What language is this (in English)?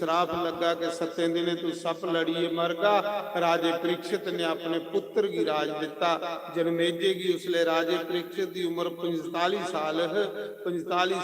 Dogri